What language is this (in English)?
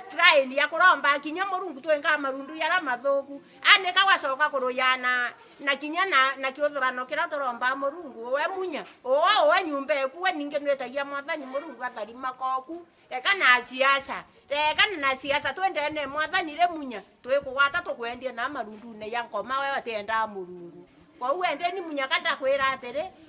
Meru